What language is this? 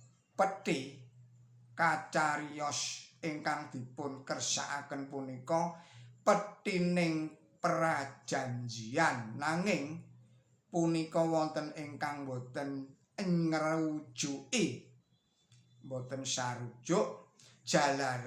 Javanese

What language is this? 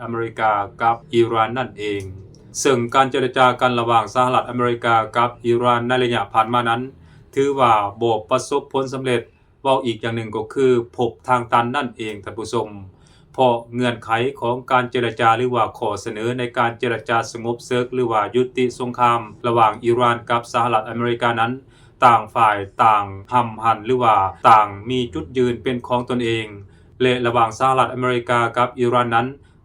Lao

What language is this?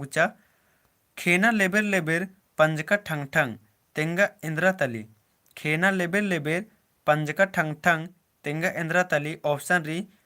Kurukh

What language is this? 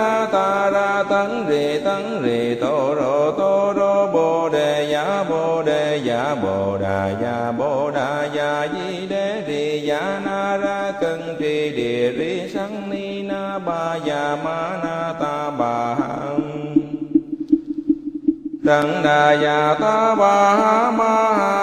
Vietnamese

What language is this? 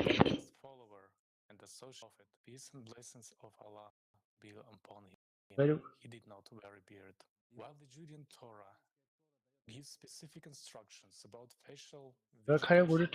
Nyanja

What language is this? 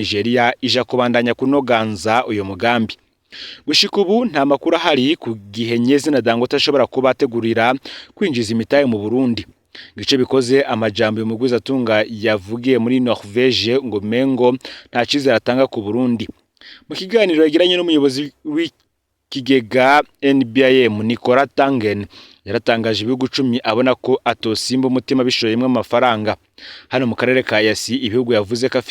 Rundi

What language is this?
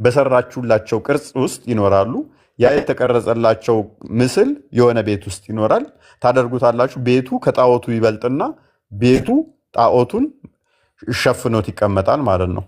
Amharic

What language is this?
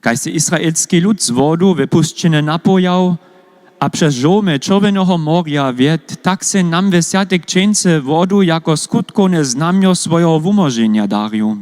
Upper Sorbian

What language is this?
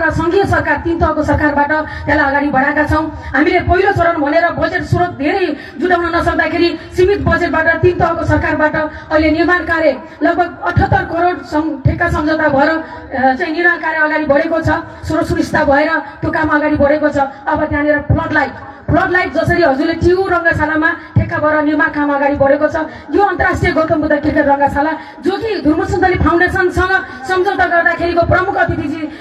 Nepali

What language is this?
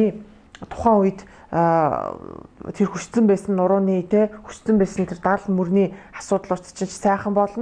Mongolian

